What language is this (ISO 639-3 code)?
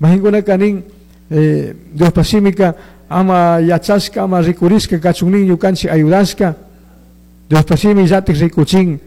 qug